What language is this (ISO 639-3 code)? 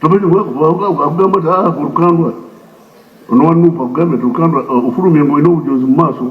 lug